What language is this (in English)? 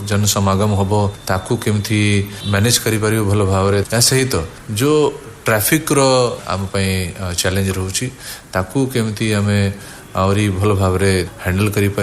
Odia